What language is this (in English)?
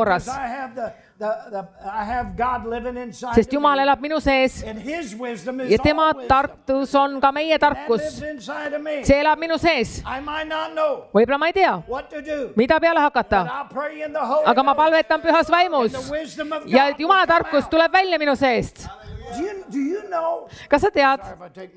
Estonian